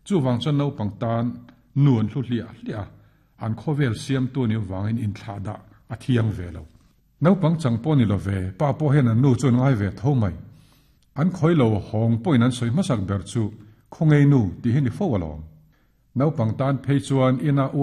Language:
Mizo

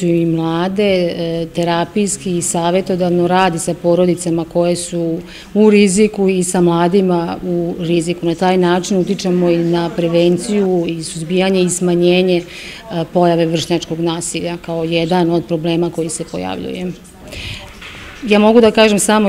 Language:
Serbian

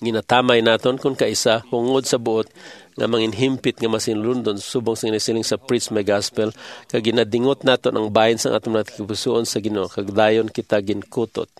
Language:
Hiligaynon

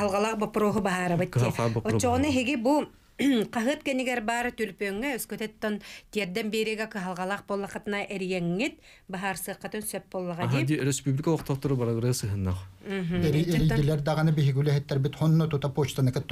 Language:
Yakut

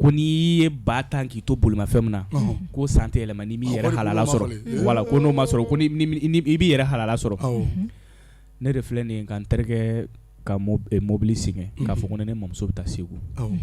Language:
Bambara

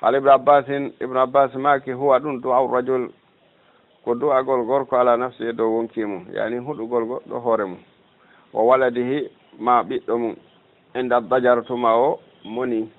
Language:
Fula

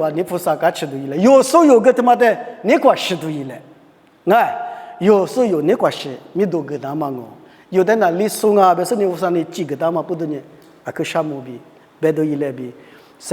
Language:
Lisu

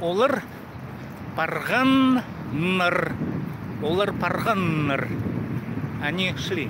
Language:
Khakas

